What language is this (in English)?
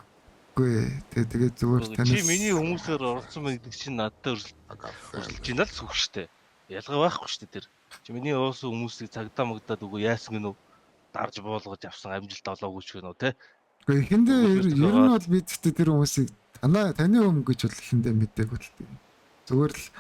Mongolian